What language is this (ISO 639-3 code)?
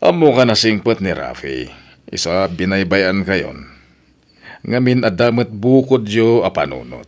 ilo